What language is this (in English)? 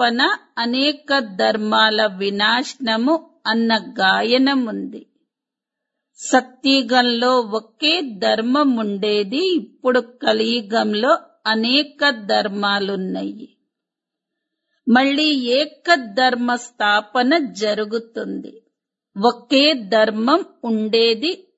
Telugu